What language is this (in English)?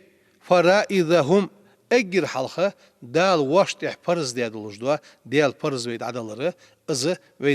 Ingush